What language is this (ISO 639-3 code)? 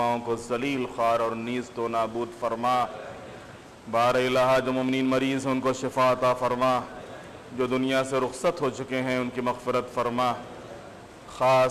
urd